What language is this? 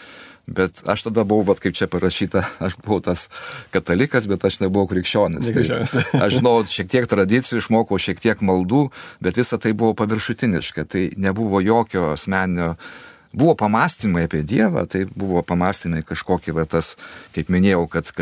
Lithuanian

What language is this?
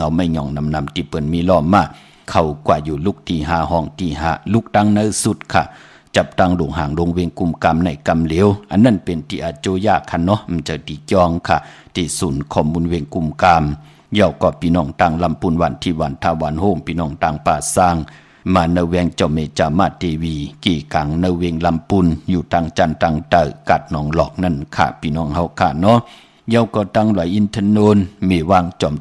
Shan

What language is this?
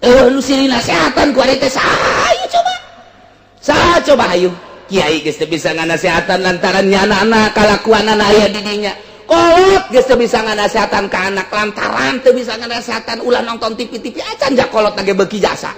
Sundanese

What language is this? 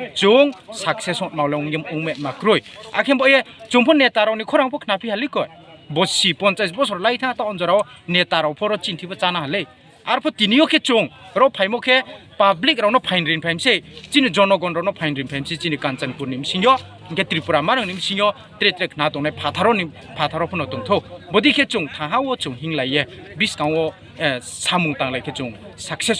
Riang (India)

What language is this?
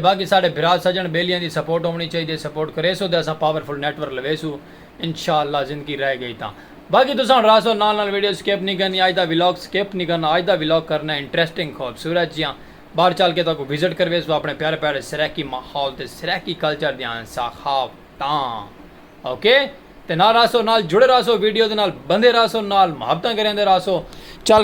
Saraiki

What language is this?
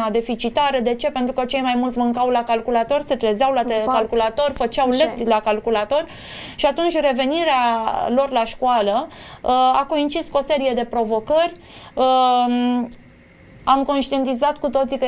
Romanian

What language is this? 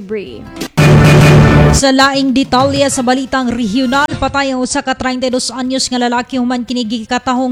Cebuano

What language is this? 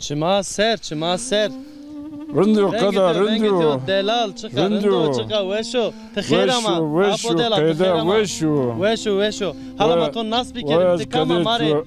Zaza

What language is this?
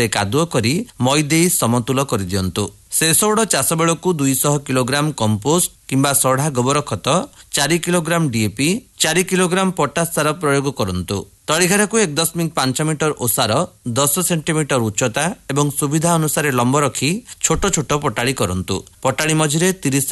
Odia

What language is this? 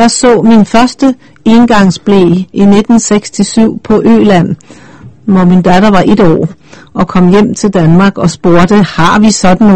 Danish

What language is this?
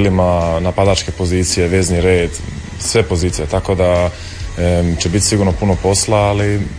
Croatian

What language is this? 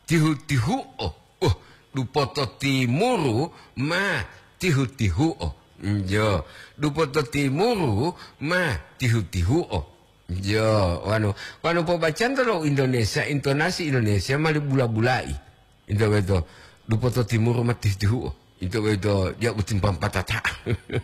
Gorontalo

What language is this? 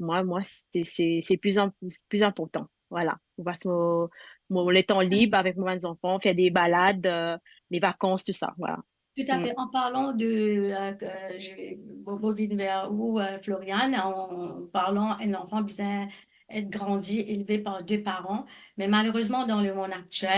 Morisyen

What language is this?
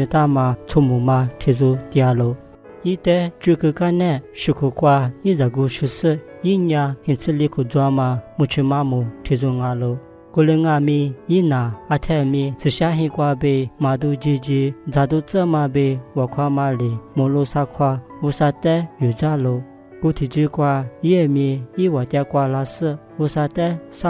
Lisu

